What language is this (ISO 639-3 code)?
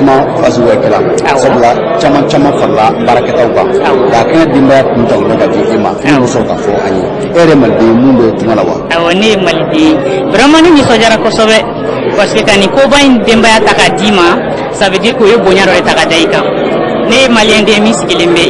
bam